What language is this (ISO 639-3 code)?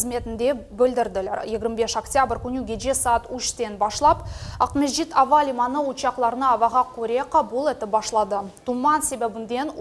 crh